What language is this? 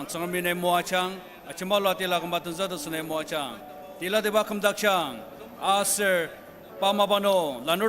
Ao Naga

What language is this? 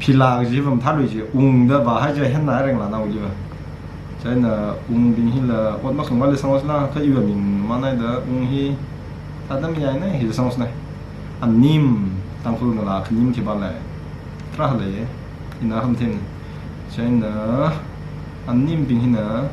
Tangkhul Naga (India)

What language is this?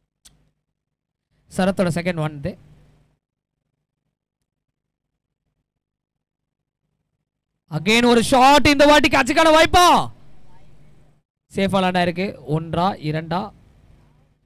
Tamil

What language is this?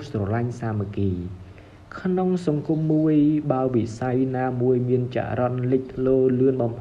Khmer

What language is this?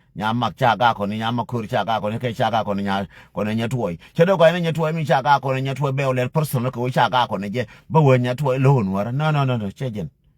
Nuer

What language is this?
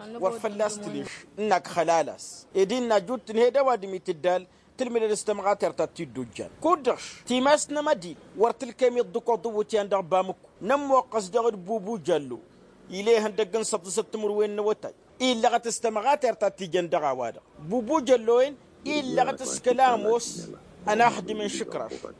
Tamasheq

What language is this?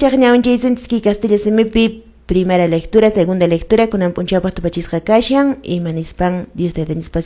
Quechua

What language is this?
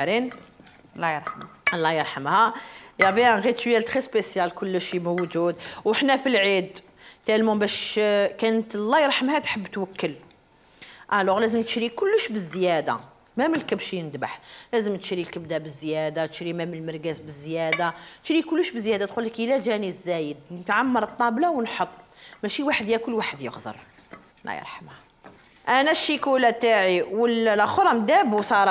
Algerian Arabic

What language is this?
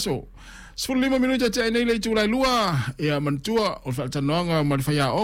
Samoan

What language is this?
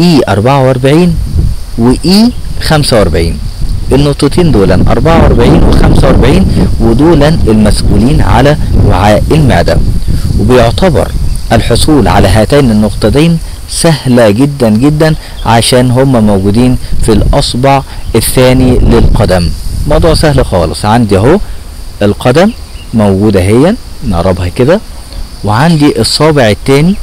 Egyptian Arabic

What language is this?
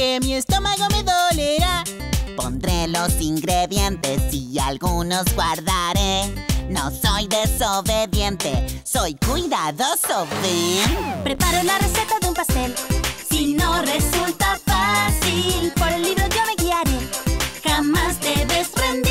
Spanish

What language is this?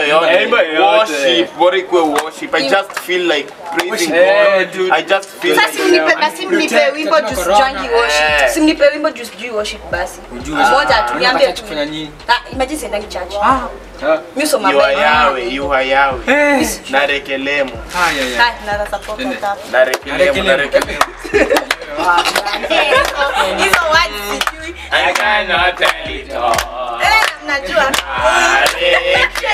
Swahili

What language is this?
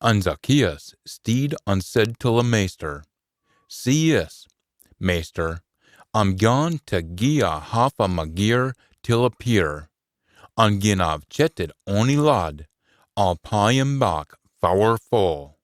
Scots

